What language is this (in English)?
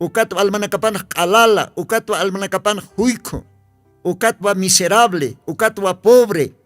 Aymara